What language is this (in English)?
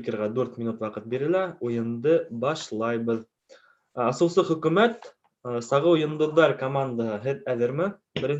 Bashkir